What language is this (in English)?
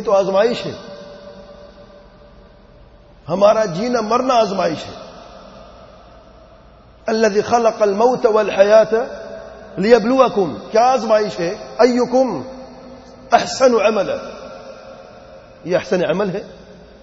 Urdu